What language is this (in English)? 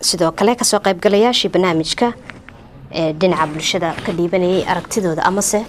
Somali